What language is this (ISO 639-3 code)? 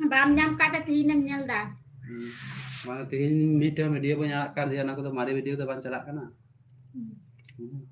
sat